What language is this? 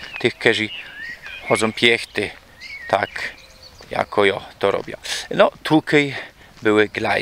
Silesian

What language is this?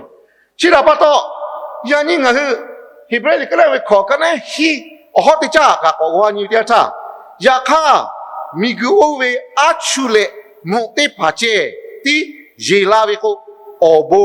Lahu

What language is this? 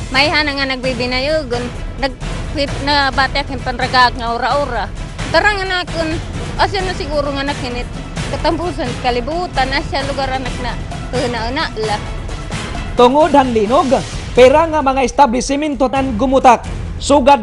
Waray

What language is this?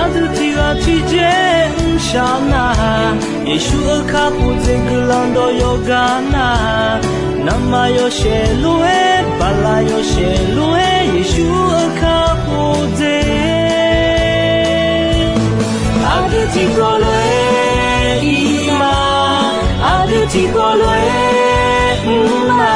Akha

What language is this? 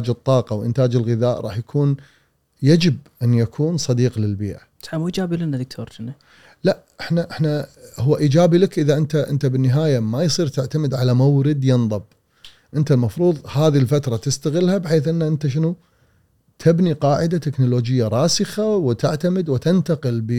Gulf Arabic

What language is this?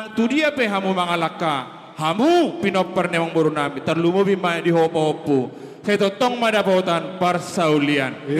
Batak Toba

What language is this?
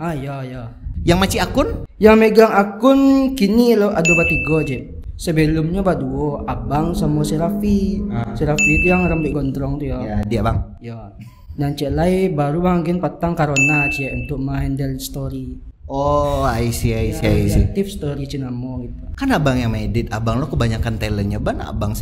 Minangkabau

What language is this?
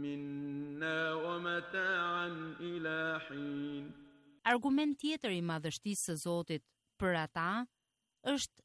Albanian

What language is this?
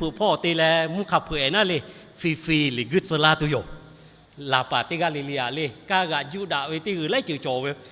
Lahu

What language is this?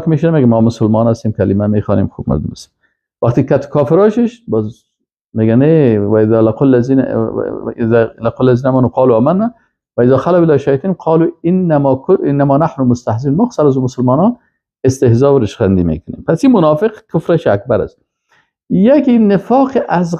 Persian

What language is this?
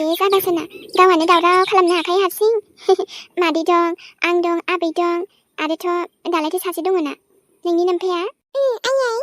Bodo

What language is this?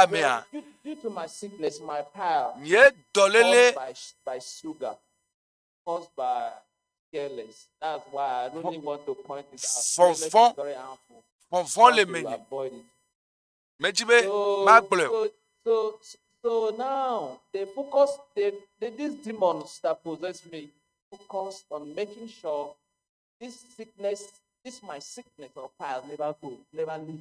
Ewe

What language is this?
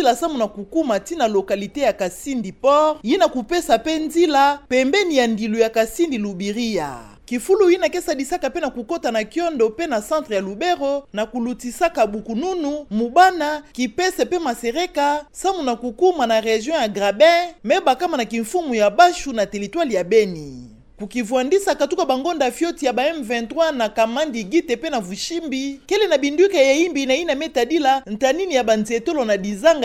Kituba (Democratic Republic of Congo)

